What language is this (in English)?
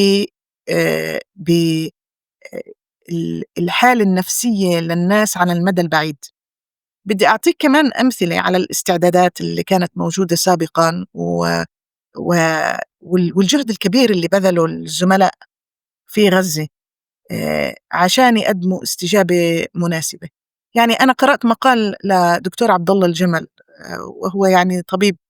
North Levantine Arabic